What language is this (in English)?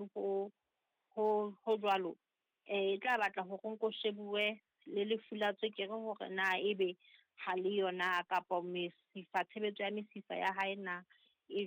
Southern Sotho